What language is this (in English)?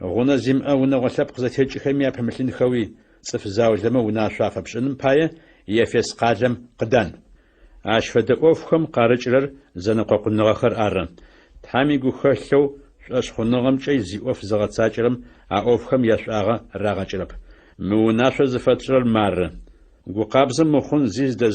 Adyghe